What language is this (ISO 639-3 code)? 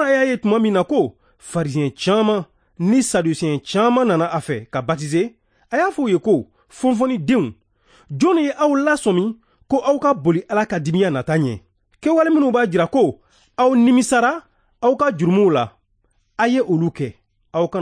bam